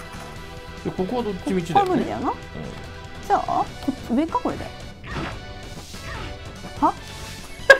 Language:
Japanese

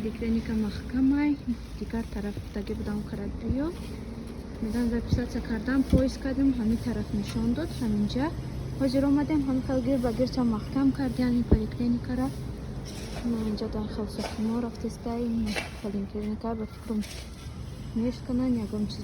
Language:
Tajik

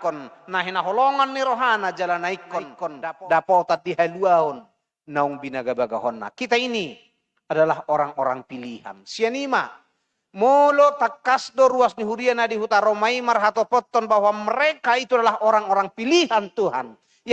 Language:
Batak Toba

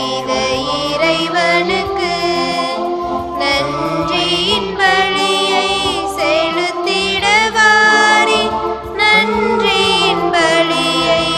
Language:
Tamil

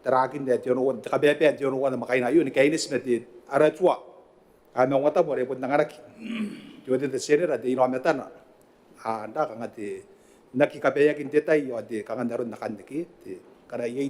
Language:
Gilbertese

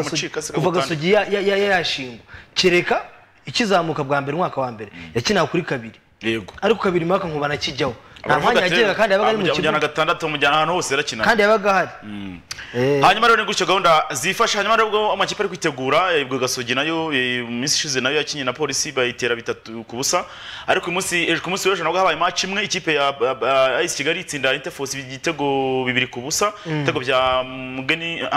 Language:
Kinyarwanda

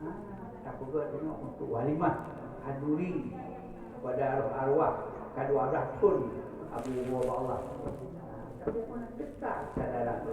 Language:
Achinese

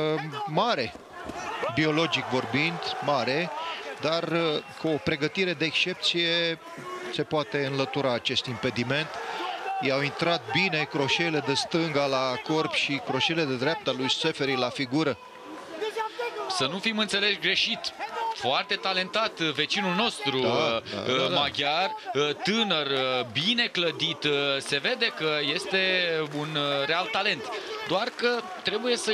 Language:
Romanian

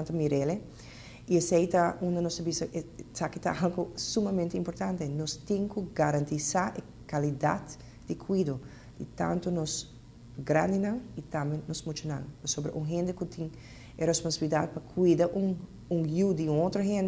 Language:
Papiamento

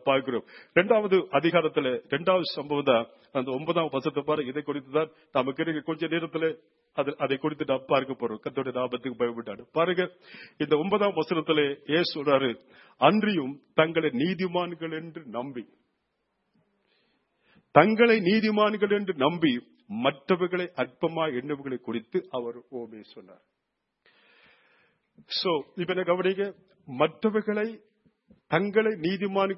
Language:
Tamil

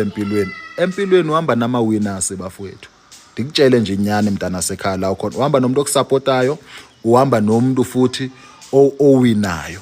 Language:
Zulu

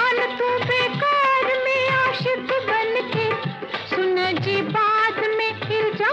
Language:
Bhojpuri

